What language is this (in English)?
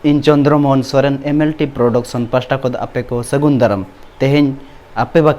Santali